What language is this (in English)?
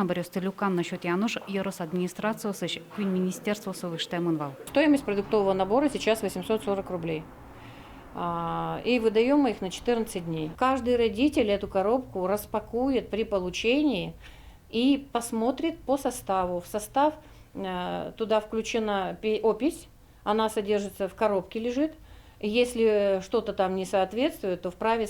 Udmurt